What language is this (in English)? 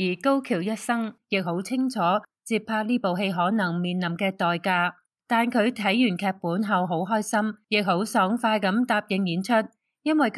Cantonese